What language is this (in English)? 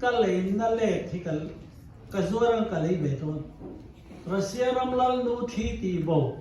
Mizo